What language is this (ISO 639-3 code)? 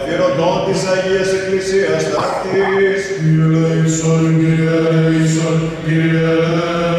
ell